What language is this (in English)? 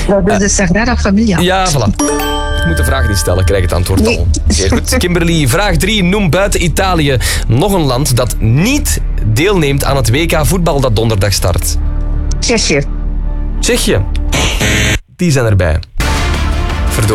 Dutch